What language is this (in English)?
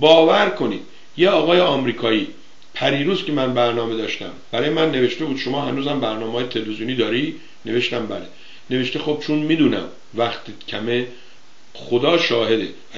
Persian